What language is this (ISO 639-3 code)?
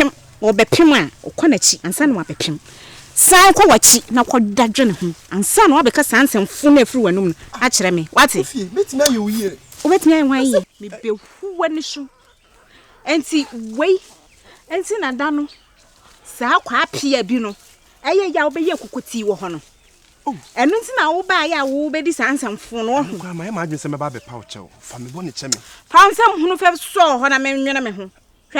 aka